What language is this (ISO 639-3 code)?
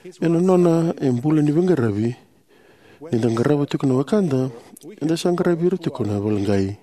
fij